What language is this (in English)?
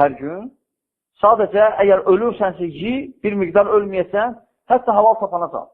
Azerbaijani